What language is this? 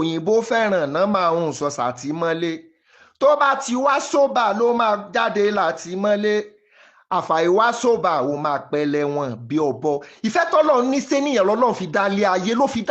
Yoruba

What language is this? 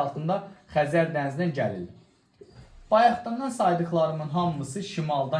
Azerbaijani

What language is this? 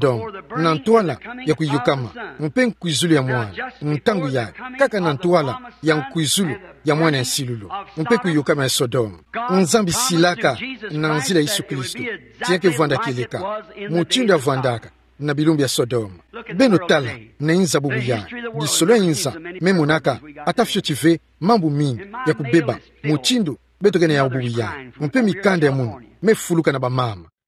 Kituba (Democratic Republic of Congo)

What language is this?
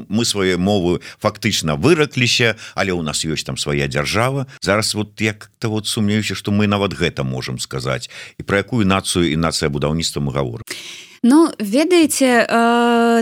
Belarusian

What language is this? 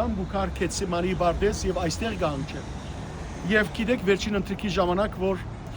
Western Armenian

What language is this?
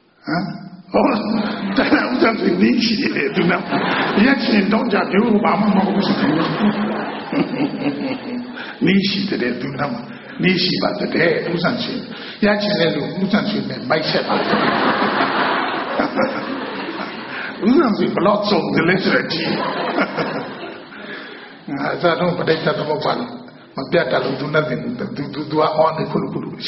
Burmese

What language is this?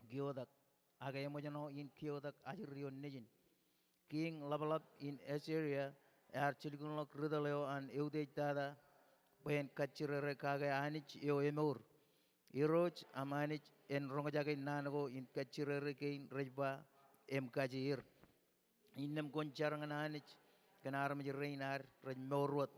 Marshallese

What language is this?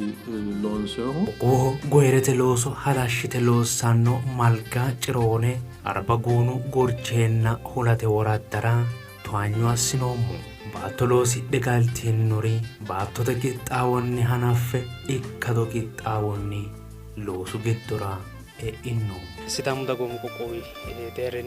Sidamo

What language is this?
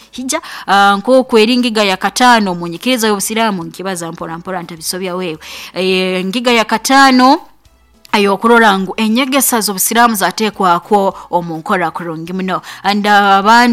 Nyoro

